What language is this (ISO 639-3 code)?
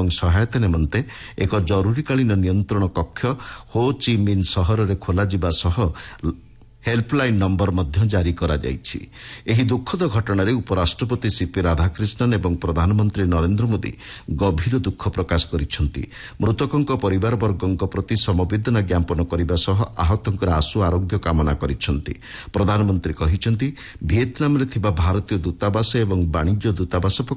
ori